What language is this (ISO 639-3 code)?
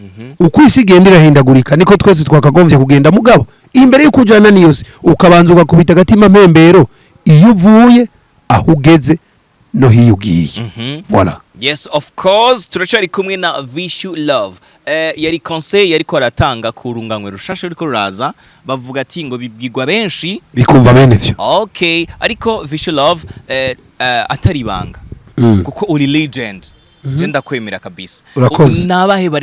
run